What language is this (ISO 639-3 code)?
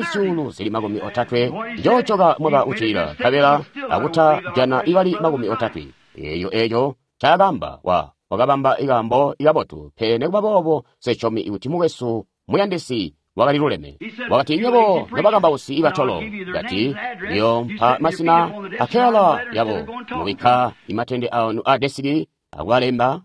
toi